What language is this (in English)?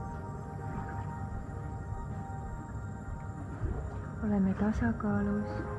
Estonian